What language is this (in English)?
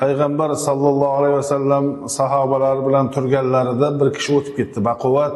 Uzbek